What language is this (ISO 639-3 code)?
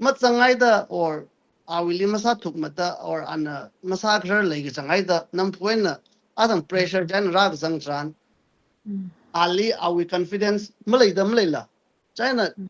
nmf